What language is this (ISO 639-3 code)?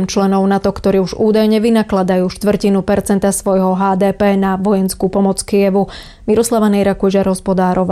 slk